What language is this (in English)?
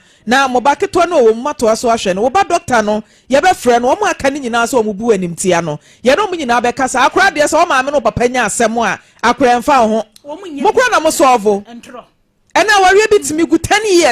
Akan